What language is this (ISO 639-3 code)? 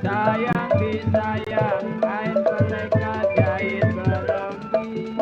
bew